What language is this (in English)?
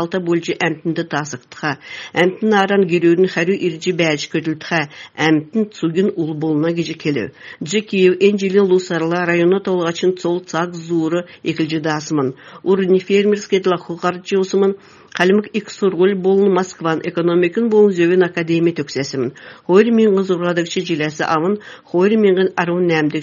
Kalmyk